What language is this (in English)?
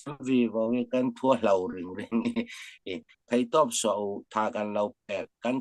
Falam Chin